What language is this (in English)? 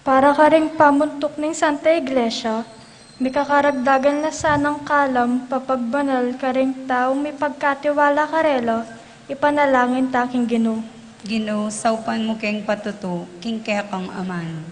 Pampanga